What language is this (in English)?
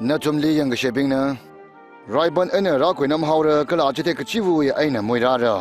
Tangkhul Naga (India)